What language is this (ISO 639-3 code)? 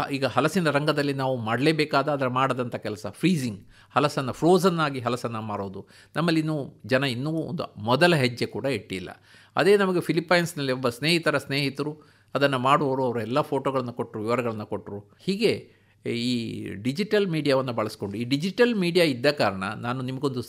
kan